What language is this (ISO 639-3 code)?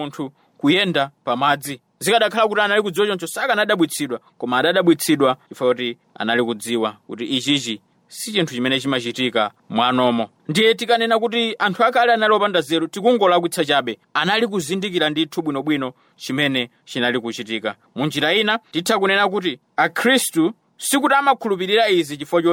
nya